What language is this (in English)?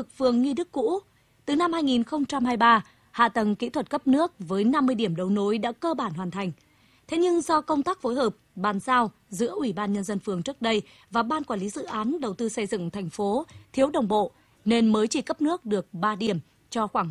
Vietnamese